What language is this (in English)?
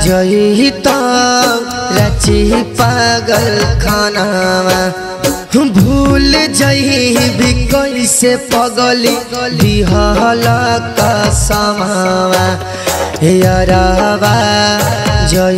Bhojpuri